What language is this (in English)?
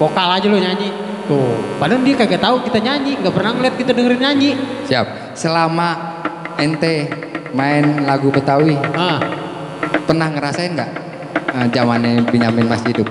Betawi